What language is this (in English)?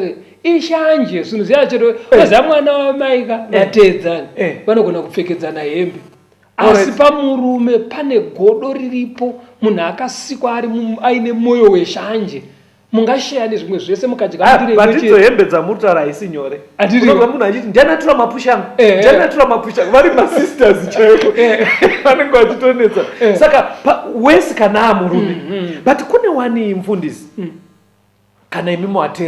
Shona